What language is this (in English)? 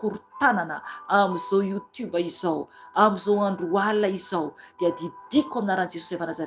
Malagasy